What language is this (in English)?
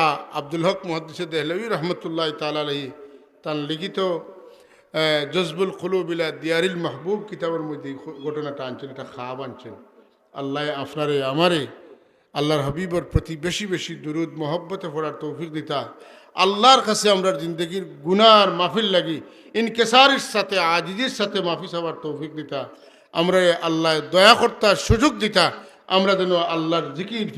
Sylheti